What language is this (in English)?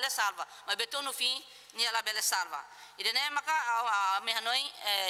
Tetum